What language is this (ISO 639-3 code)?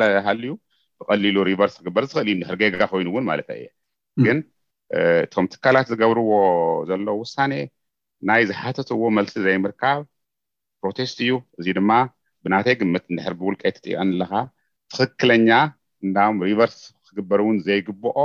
tir